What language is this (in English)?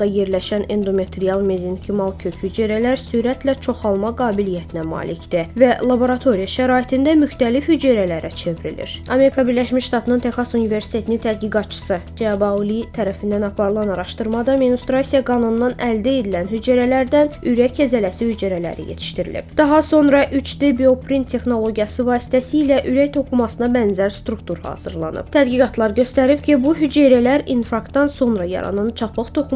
Azerbaijani